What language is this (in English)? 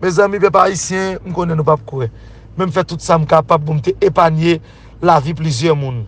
Haitian Creole